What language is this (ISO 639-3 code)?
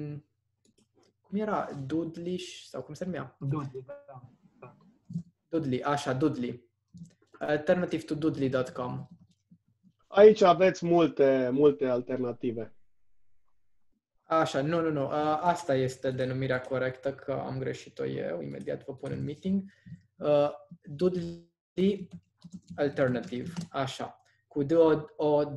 ron